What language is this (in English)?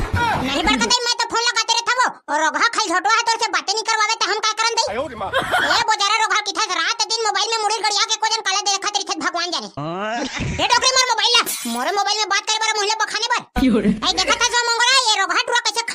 Chhattisgarhi